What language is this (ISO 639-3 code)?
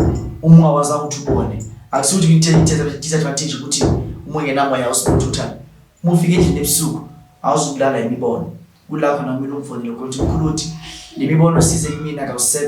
zul